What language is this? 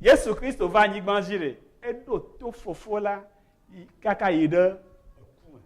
Ewe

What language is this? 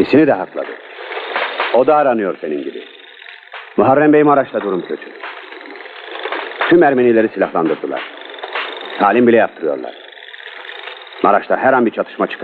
Turkish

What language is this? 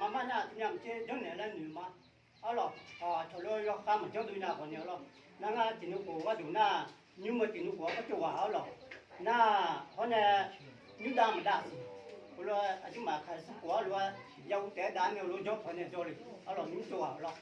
Akha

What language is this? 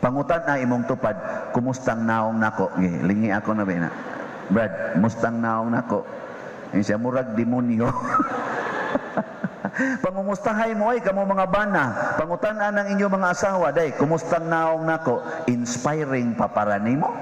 Cebuano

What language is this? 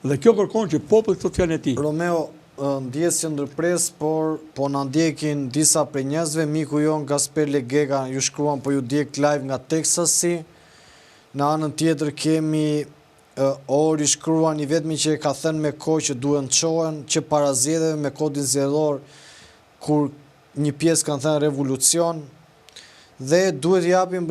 Albanian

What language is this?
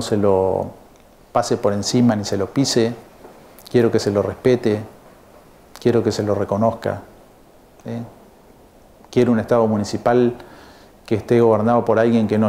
Spanish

